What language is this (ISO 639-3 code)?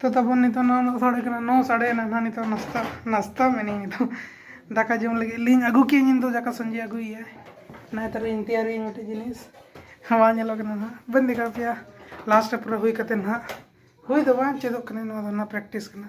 sat